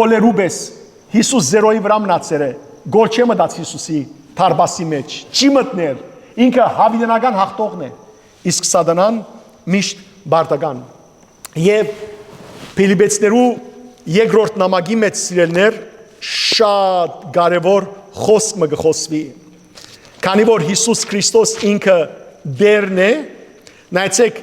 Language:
Western Armenian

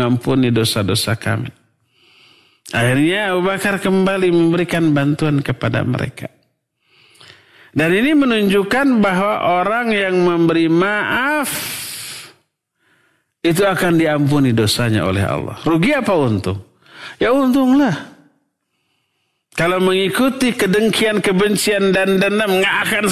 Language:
Indonesian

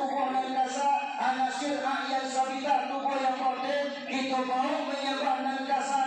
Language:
Minangkabau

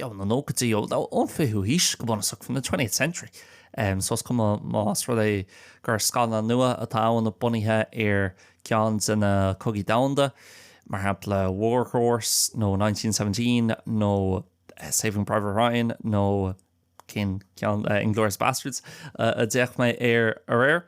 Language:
Irish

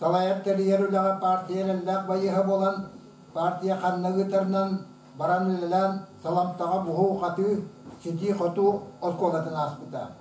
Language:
Yakut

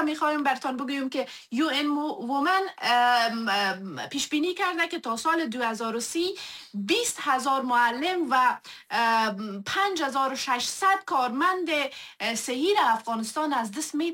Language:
Persian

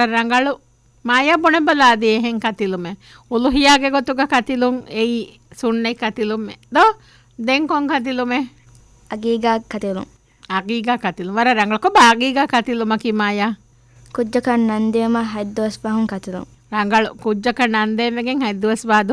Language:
Divehi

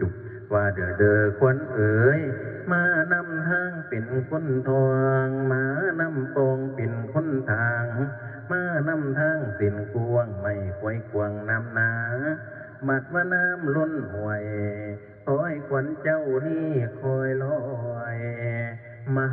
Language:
Northeastern Thai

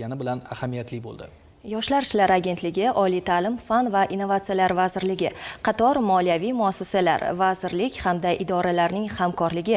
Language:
Uzbek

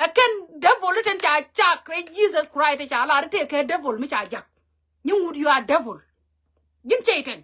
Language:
Nuer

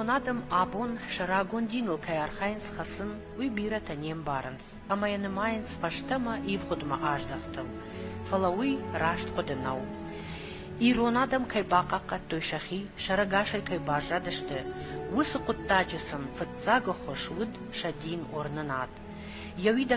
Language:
Ossetic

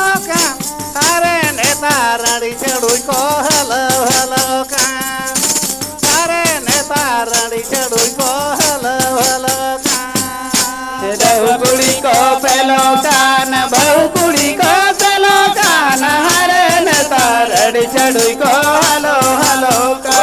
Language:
Santali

